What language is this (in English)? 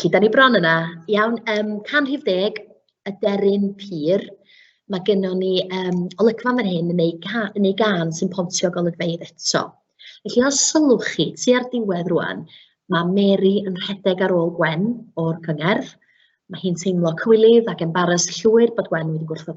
Welsh